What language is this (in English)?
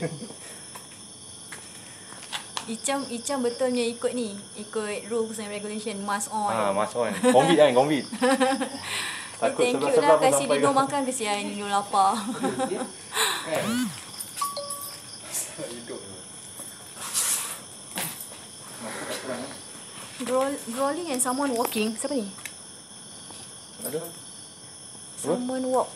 Malay